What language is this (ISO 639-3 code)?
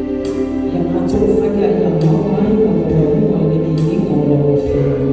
smo